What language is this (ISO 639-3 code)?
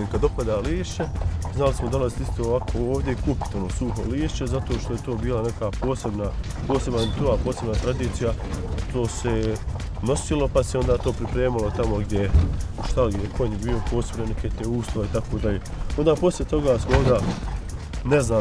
bos